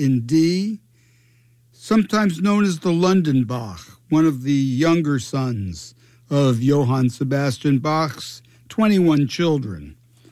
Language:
English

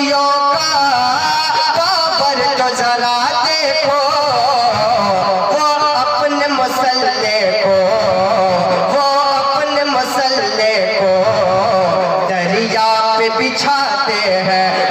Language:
Urdu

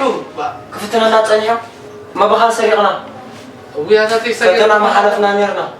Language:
Tigrinya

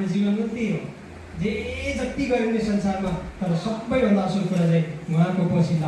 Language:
Nepali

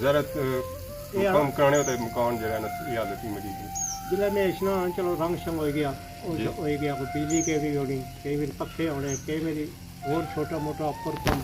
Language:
Pahari-Potwari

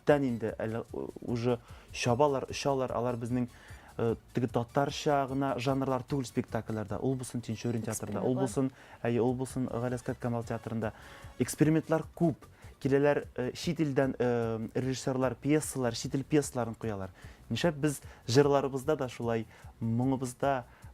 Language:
Tatar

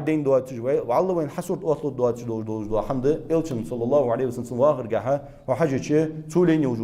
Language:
Ingush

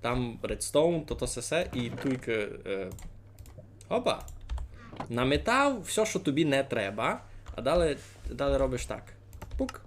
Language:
Rusyn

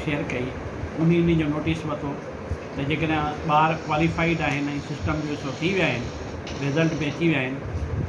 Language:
Sindhi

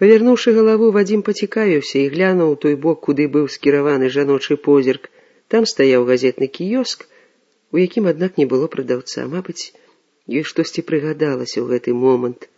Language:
Belarusian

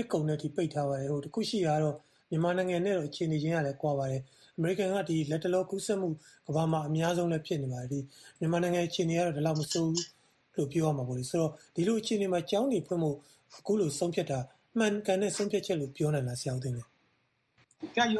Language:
Burmese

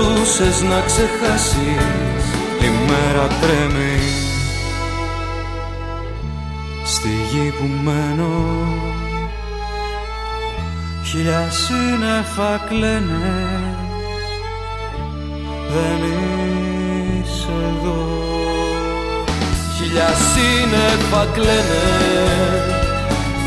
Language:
Greek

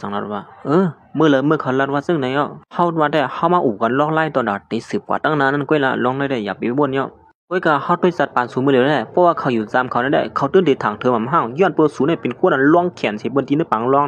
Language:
Shan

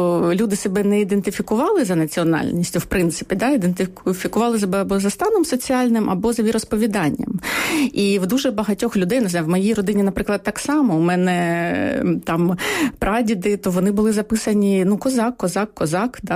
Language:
Ukrainian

